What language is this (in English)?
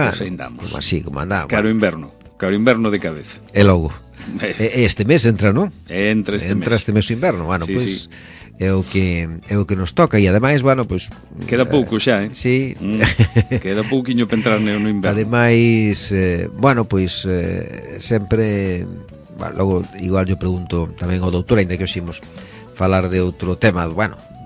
Galician